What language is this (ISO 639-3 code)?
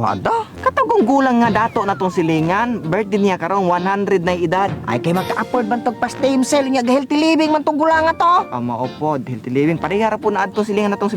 ceb